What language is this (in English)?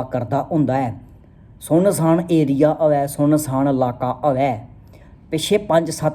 Dogri